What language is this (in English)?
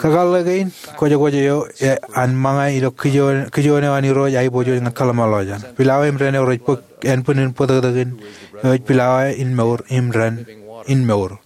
Marshallese